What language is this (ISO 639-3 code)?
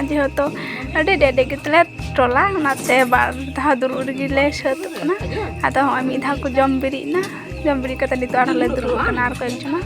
sat